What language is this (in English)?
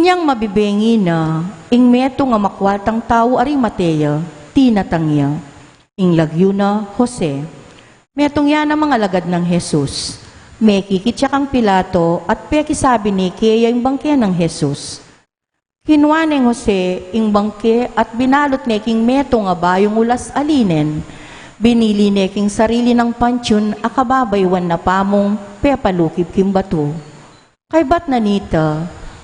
Pampanga